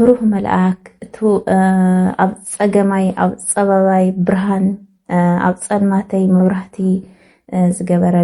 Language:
Tigrinya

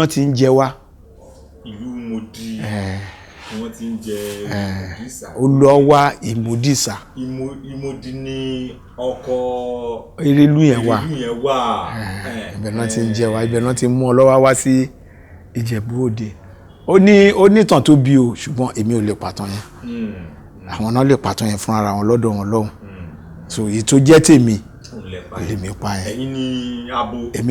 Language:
Yoruba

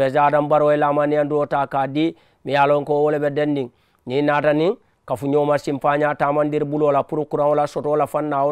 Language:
Mandingo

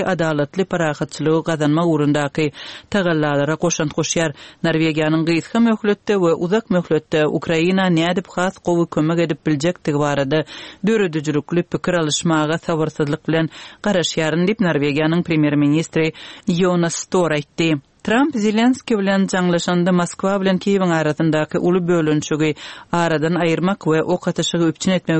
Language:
Turkmen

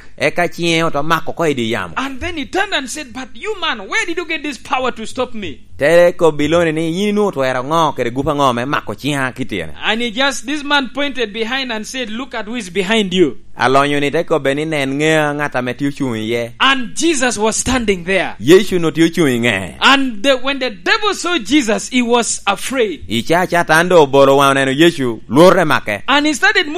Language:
Lango (Uganda)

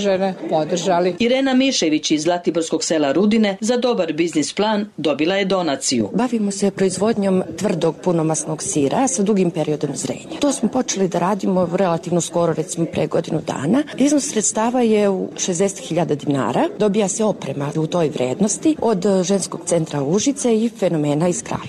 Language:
Serbian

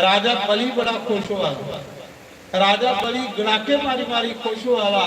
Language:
Dogri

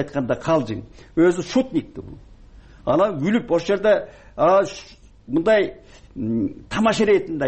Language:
Kyrgyz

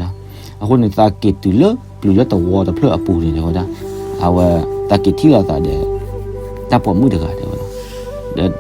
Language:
S'gaw Karen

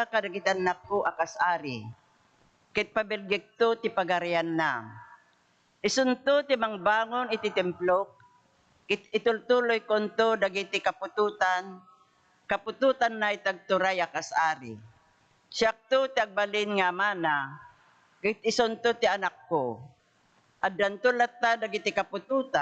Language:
Iloko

